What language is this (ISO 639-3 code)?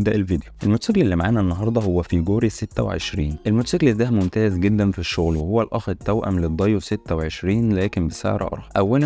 arz